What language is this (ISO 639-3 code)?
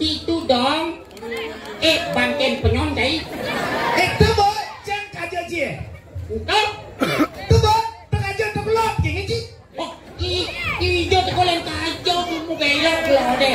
ban